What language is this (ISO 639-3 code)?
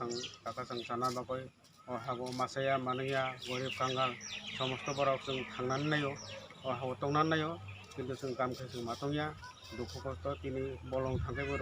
trp